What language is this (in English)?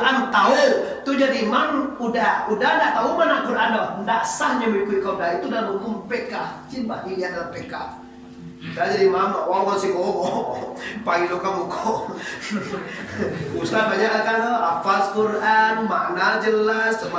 Minangkabau